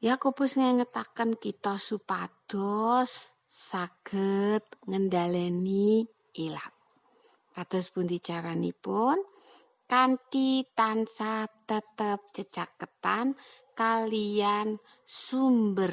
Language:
Javanese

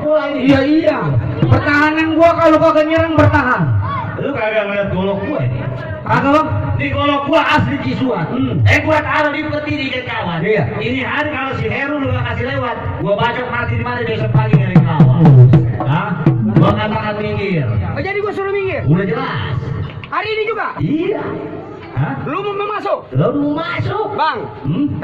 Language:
Betawi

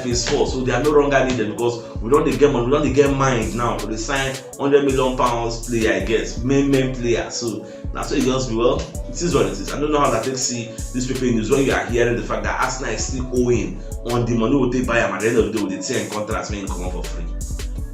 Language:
Nigerian Pidgin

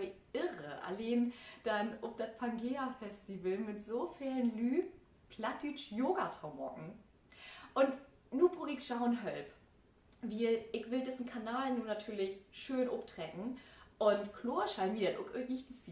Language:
Low German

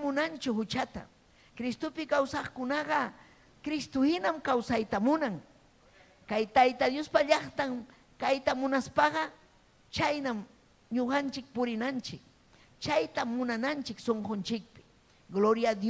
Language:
Ayacucho Quechua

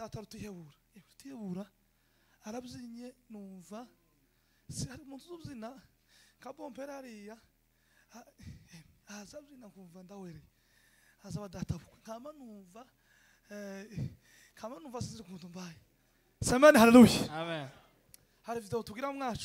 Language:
Kinyarwanda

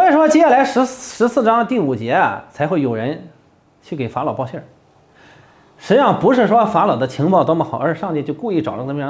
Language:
Chinese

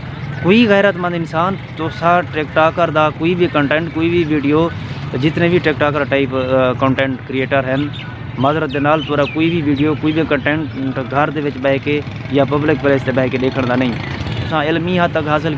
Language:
Saraiki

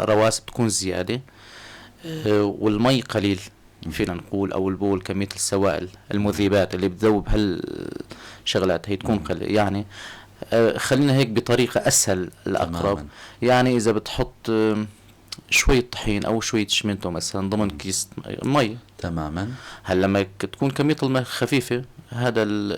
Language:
North Levantine Arabic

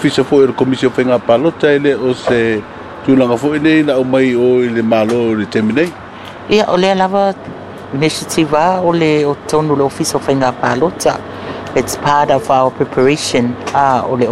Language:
Samoan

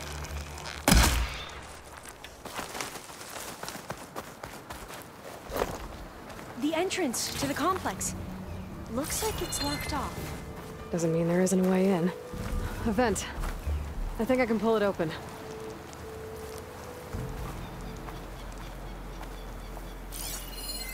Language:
English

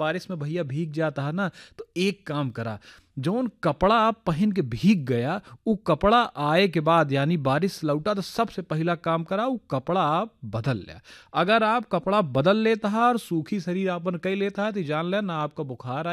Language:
Bhojpuri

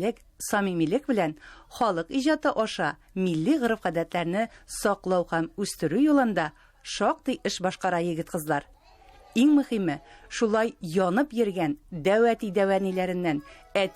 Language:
Tatar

